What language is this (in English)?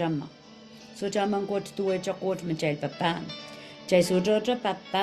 Pohnpeian